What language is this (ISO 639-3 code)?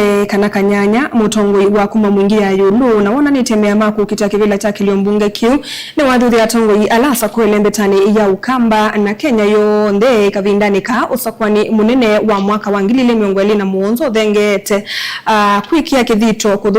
kam